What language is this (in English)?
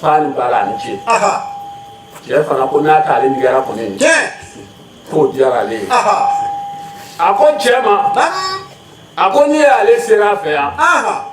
Bambara